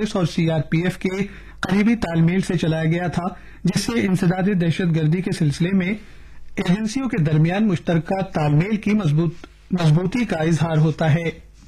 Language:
Urdu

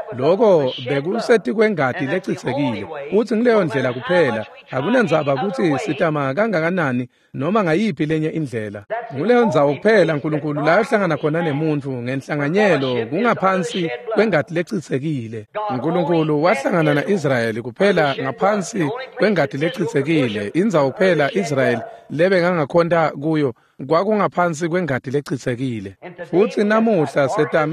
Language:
Swati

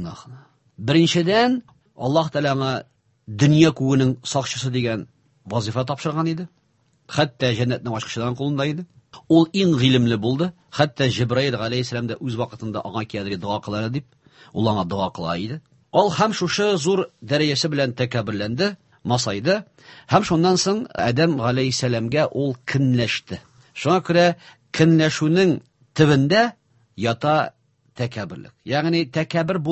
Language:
Tatar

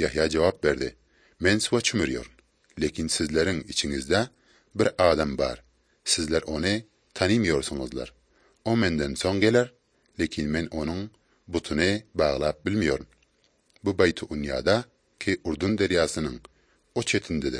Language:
Azerbaijani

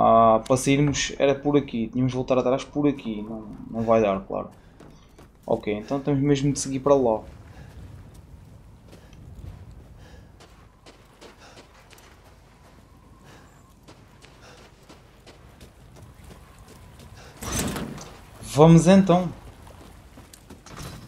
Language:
Portuguese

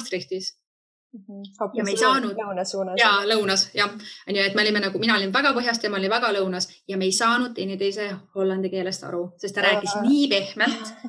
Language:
Estonian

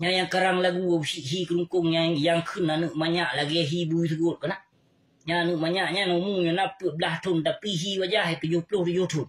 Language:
Achinese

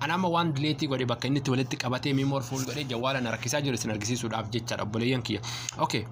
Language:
Oromo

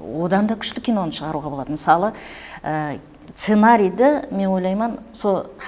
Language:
Kara-Kalpak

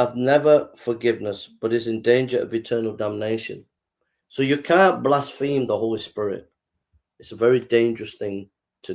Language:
English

